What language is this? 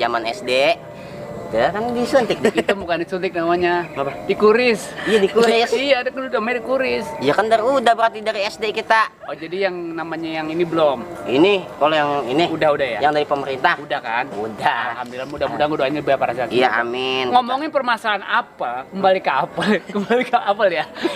Betawi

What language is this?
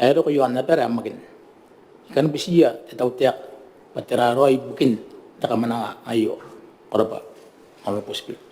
Gilbertese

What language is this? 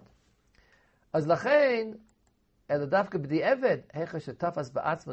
Hebrew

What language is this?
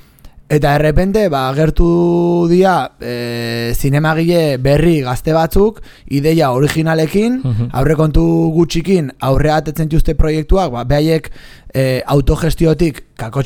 Basque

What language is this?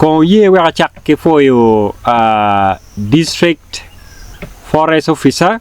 Acoli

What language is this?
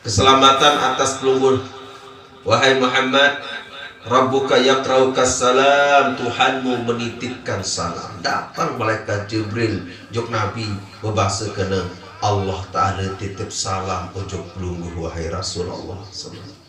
Sasak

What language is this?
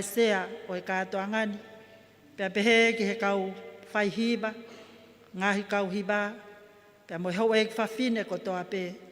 Tongan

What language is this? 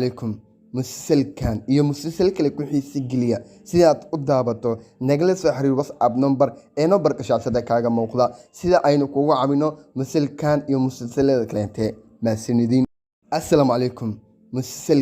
Somali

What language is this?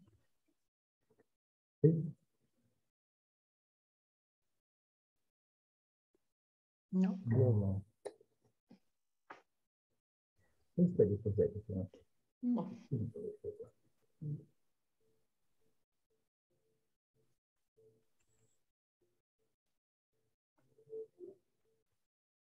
Italian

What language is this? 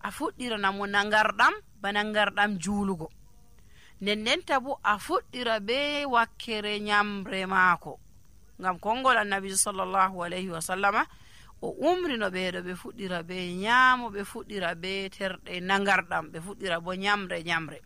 Nigerian Fulfulde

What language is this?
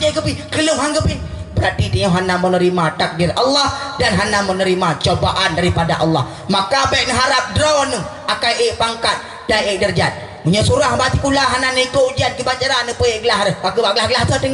Achinese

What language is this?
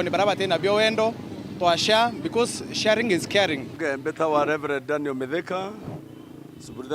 Meru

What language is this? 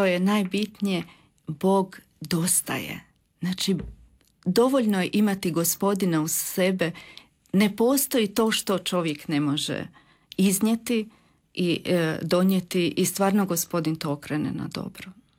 Croatian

